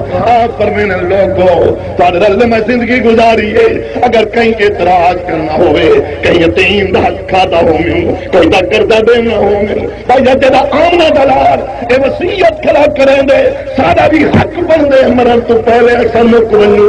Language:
Saraiki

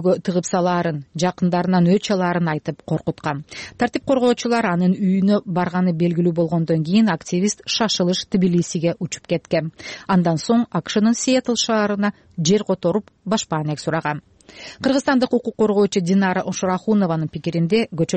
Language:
Kyrgyz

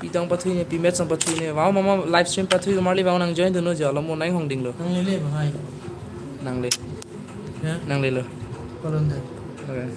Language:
Karbi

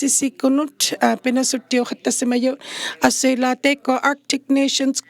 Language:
Inuktitut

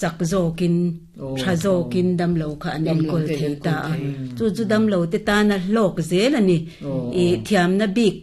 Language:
Mizo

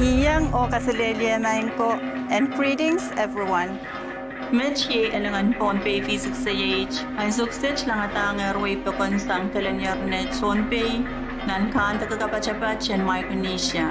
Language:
Pohnpeian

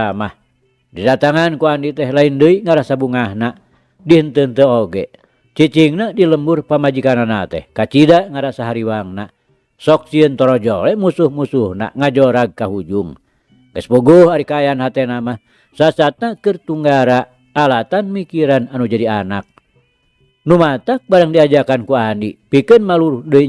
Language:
Sundanese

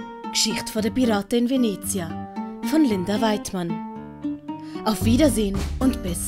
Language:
Swiss German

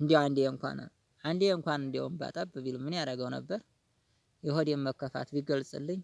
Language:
Amharic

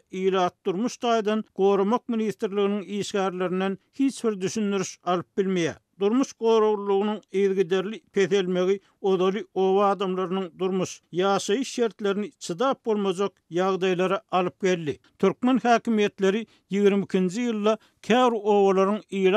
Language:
Turkmen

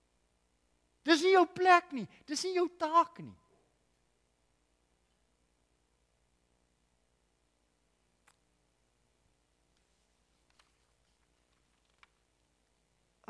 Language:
Afrikaans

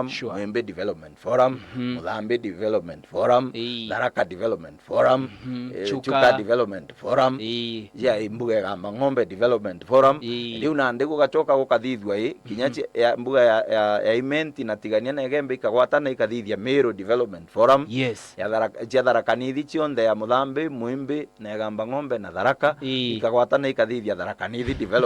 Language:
Meru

